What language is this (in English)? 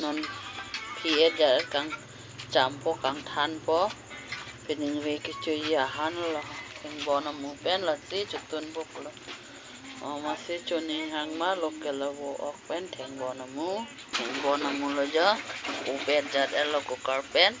Karbi